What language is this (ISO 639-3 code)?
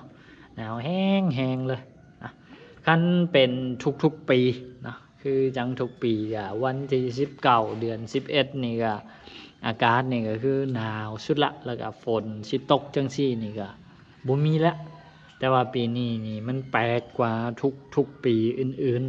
lao